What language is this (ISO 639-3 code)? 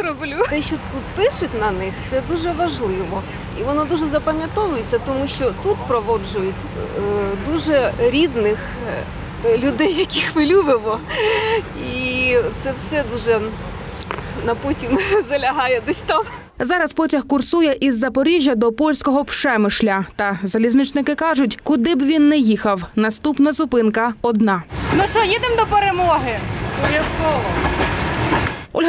ukr